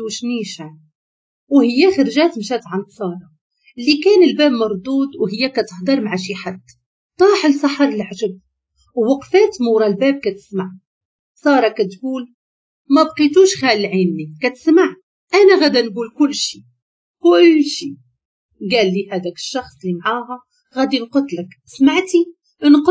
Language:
Moroccan Arabic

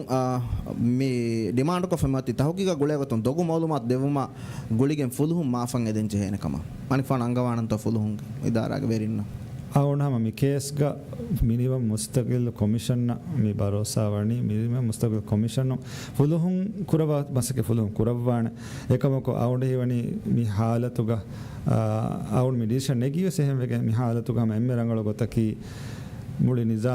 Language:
Divehi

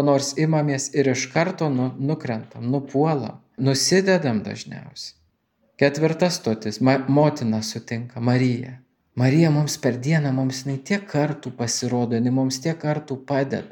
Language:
Lithuanian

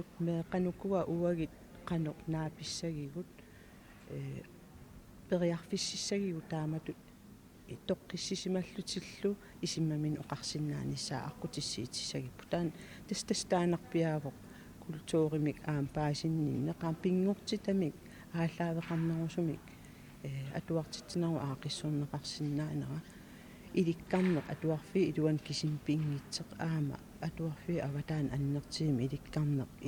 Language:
Kalaallisut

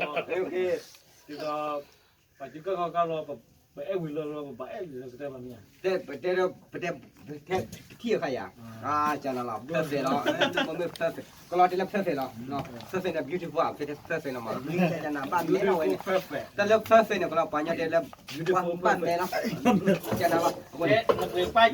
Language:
S'gaw Karen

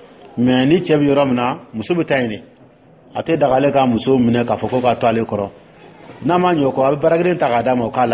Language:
Dyula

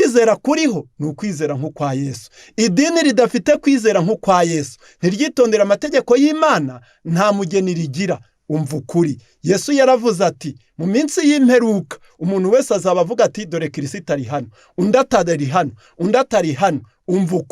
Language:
Kinyarwanda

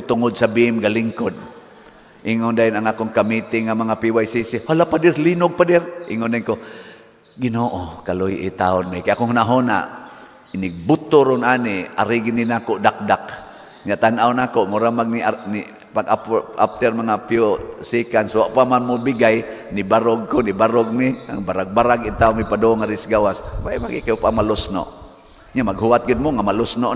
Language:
Cebuano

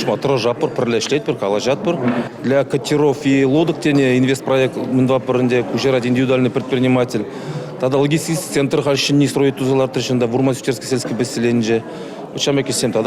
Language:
Chuvash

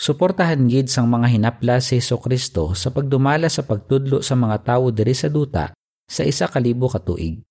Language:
Hiligaynon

